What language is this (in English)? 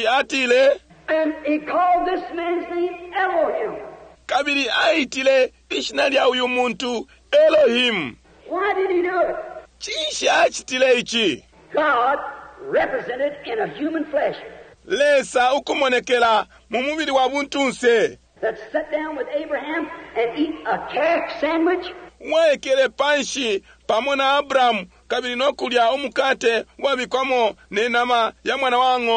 Bemba